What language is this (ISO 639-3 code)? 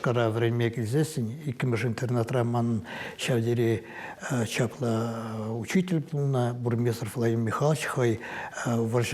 chv